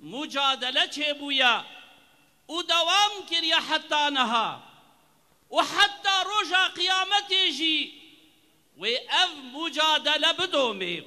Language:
Kurdish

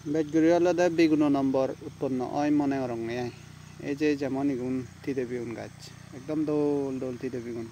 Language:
Chakma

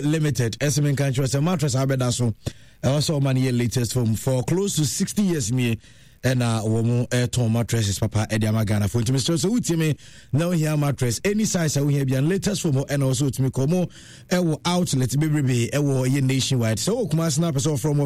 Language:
Akan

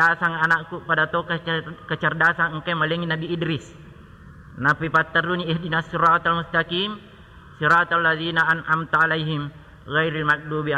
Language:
Buginese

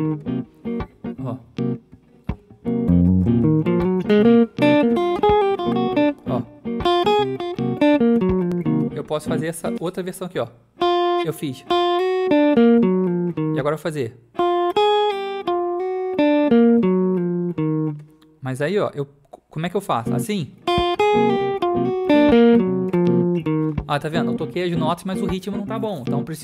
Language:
Portuguese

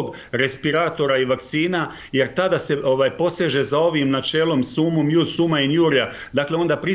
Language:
Croatian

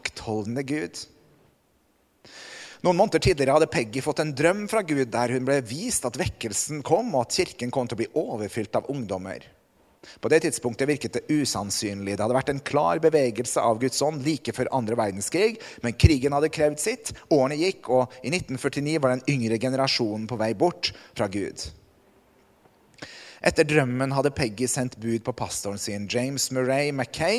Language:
Norwegian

